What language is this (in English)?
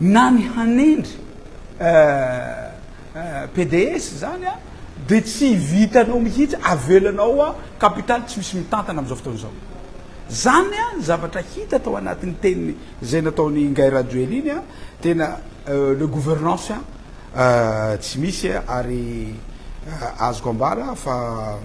Malagasy